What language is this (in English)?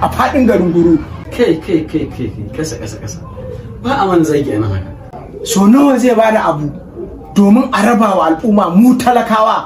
Hausa